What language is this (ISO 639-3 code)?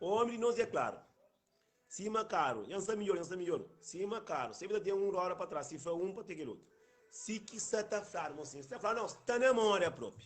kea